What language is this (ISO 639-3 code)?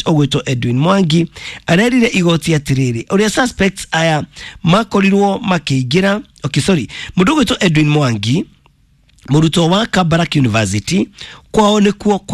kik